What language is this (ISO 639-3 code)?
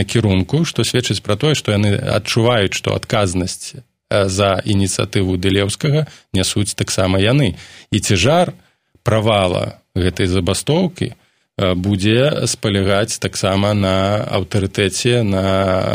bel